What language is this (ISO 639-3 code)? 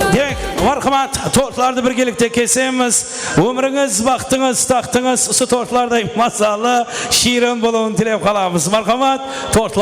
kaa